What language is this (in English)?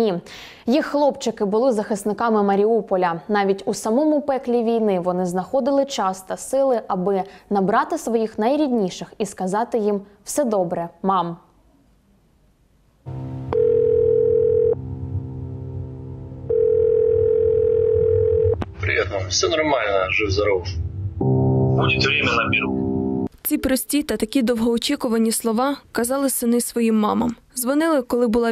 Ukrainian